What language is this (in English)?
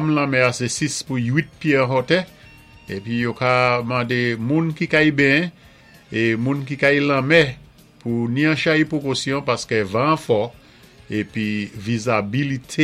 Saint Lucian Creole French